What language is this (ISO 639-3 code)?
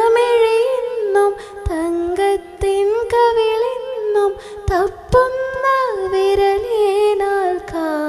mal